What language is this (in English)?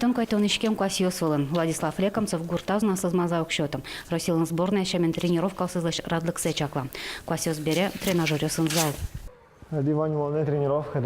Udmurt